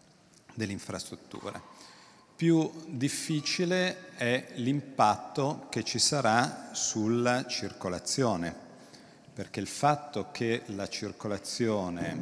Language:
Italian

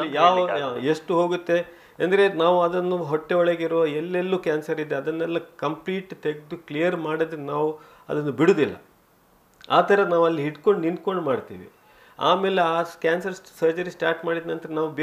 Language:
Kannada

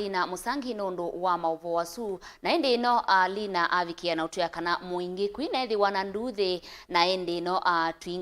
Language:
Kamba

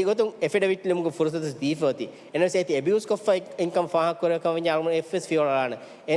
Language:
Divehi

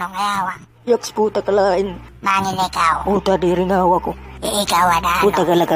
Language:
Waray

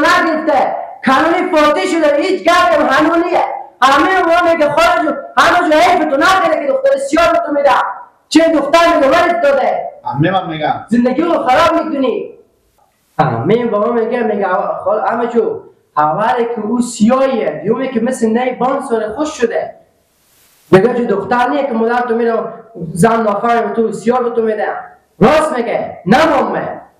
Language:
Persian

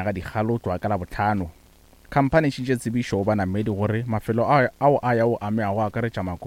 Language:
Northern Sotho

